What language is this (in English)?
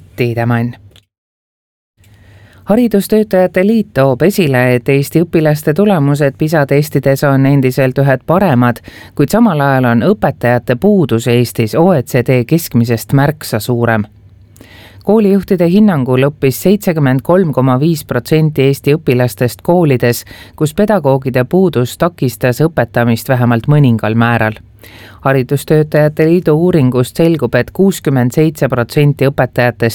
Estonian